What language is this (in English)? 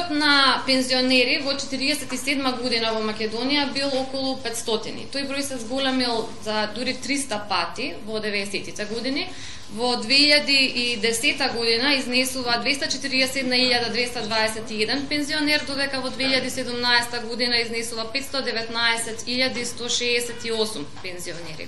Macedonian